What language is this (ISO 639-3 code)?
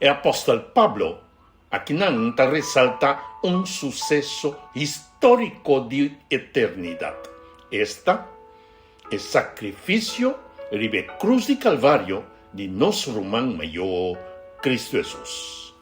pap